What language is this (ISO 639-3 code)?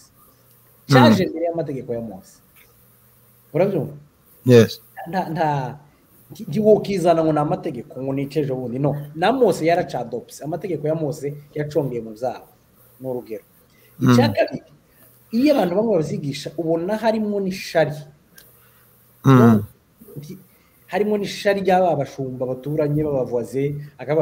kin